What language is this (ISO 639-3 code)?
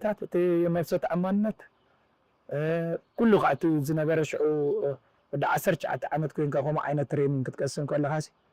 tir